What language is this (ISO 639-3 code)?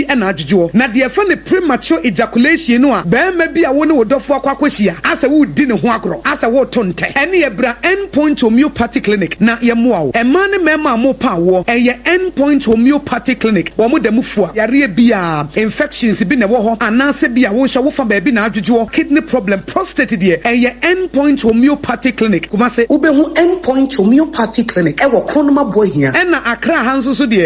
aka